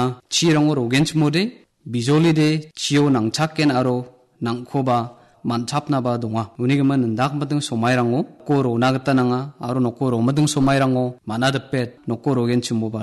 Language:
Garo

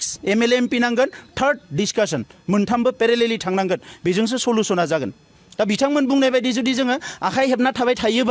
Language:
Bodo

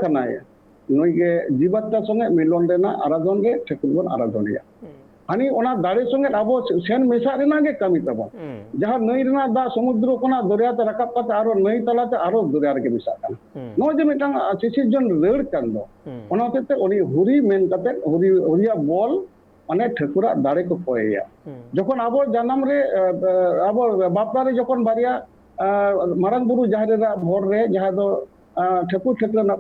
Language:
Santali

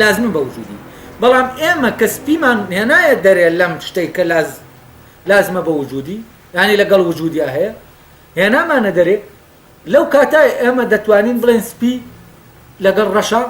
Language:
Central Kurdish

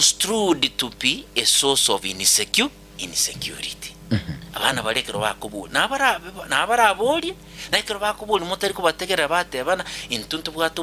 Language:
Gusii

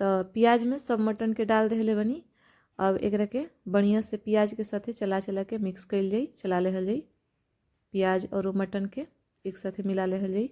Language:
Bhojpuri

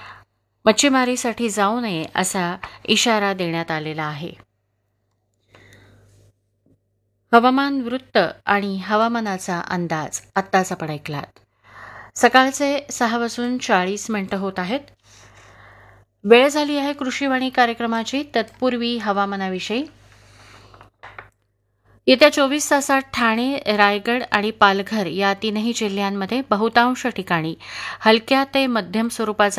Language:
Marathi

